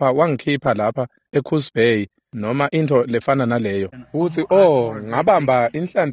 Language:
Swati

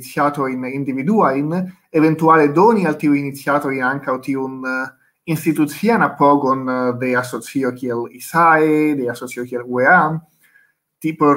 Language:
Esperanto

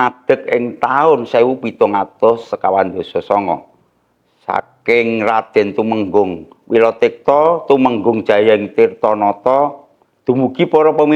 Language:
Javanese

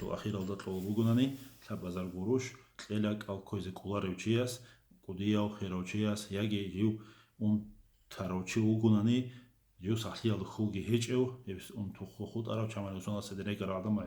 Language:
Avaric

